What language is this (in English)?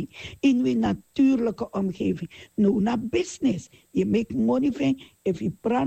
Sranan Tongo